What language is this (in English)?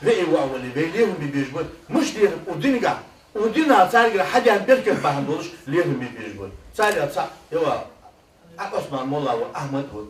Ingush